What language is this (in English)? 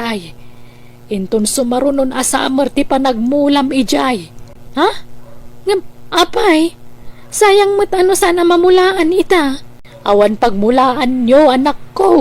Iloko